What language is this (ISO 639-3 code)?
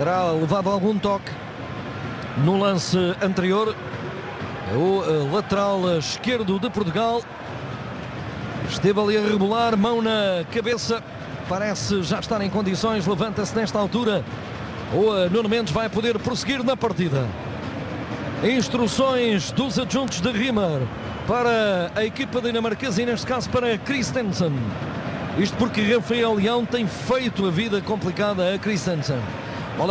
por